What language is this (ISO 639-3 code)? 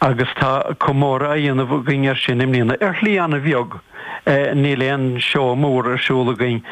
gle